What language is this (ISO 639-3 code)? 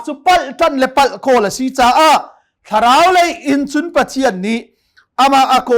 cnh